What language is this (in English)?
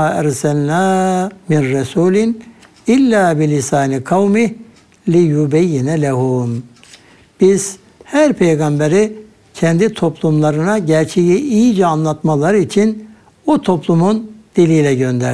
Turkish